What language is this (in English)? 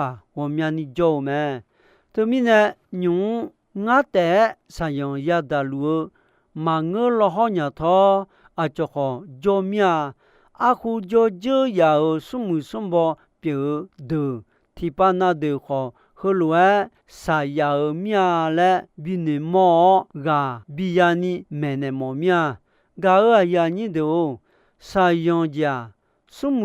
Akha